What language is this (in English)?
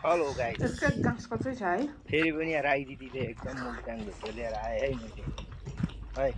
Nepali